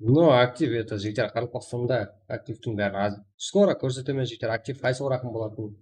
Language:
Kara-Kalpak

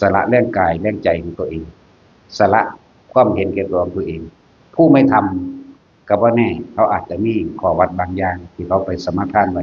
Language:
Northeastern Thai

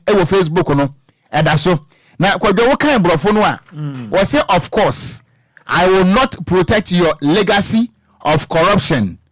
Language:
Akan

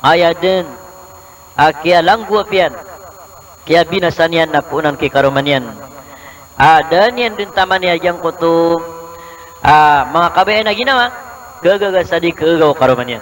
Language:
Maranao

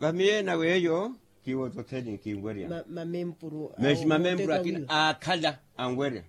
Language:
Makhuwa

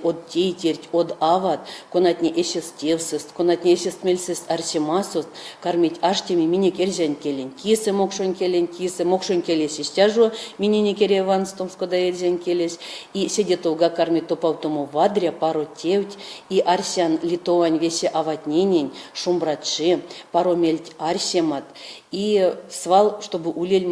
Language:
Erzya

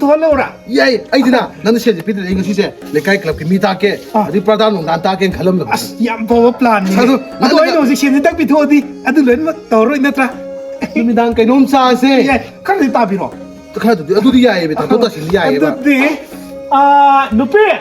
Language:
Manipuri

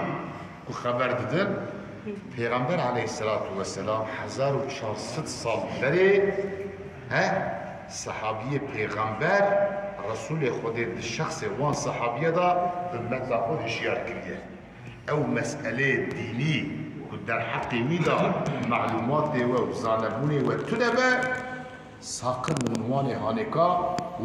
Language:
Kurdish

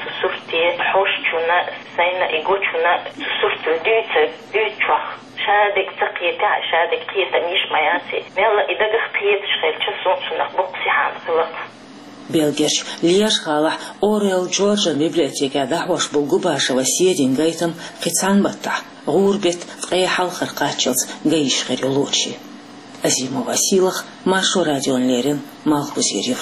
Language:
Chechen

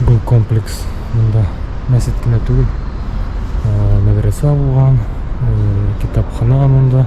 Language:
Bashkir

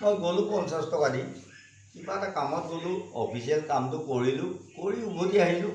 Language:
Assamese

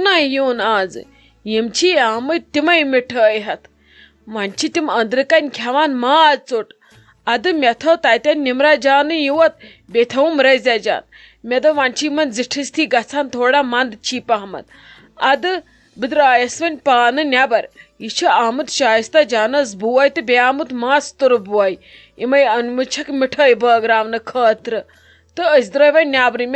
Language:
Kashmiri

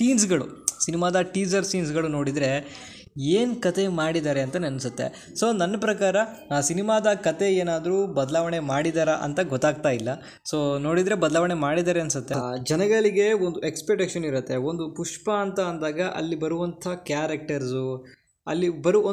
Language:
Kannada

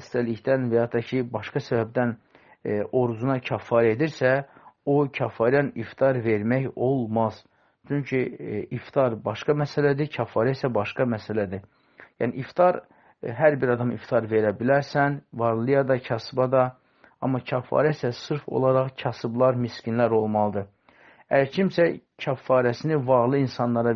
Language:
Azerbaijani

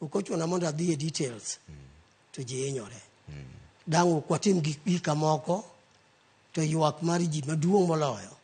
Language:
Luo (Kenya and Tanzania)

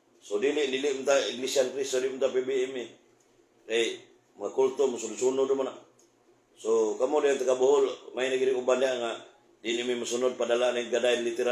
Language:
Cebuano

